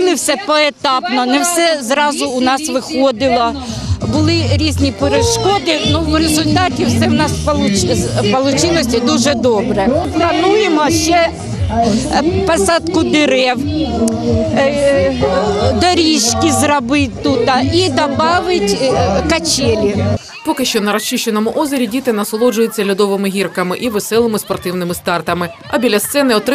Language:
Ukrainian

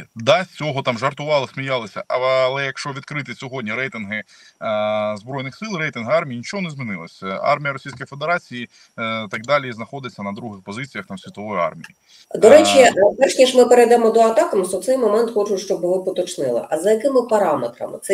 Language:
Ukrainian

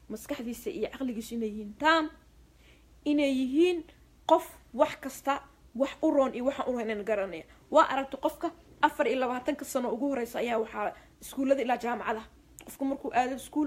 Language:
Somali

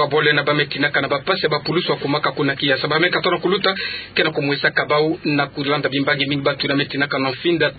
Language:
Kituba (Democratic Republic of Congo)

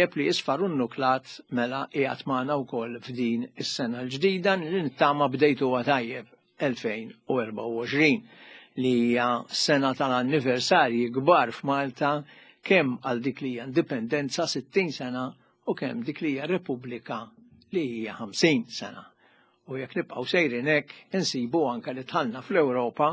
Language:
Maltese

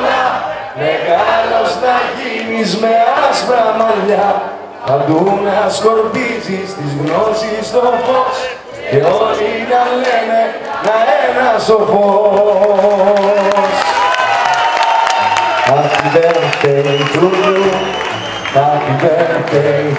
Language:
Greek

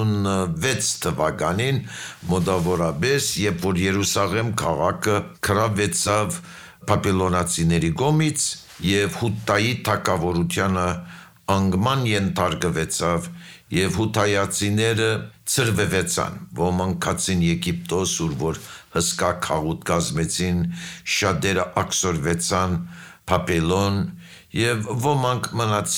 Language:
Armenian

